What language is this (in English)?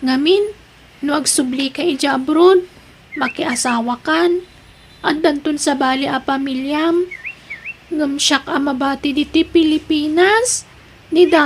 Iloko